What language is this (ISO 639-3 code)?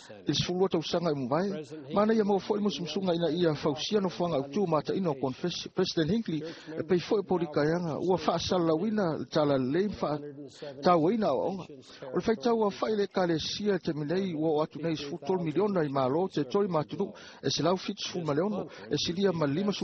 smo